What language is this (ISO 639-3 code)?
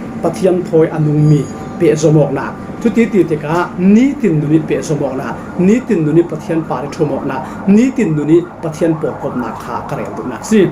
cfm